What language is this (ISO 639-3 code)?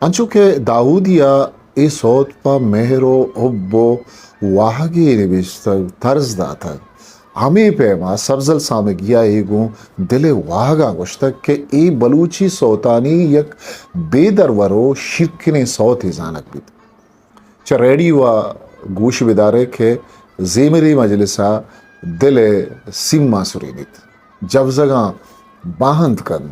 bgp